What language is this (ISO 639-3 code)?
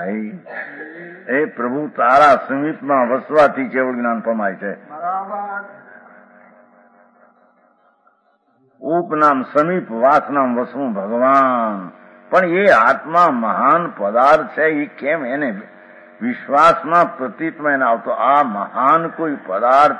guj